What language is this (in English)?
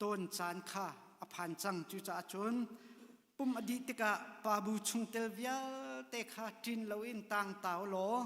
Hakha Chin